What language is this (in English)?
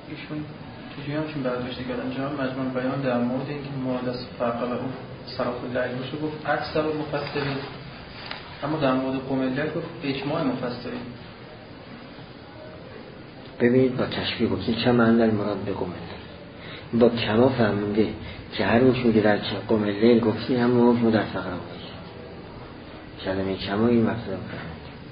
Persian